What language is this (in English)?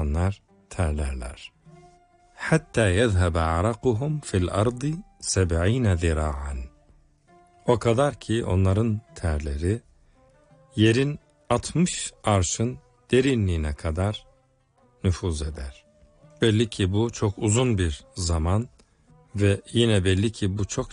Turkish